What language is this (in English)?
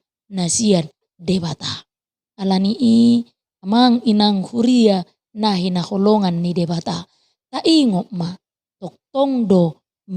Batak Toba